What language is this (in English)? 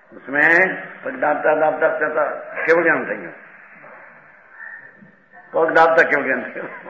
Gujarati